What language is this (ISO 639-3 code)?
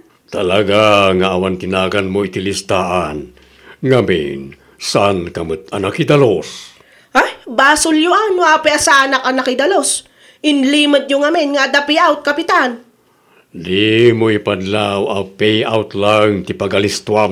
ilo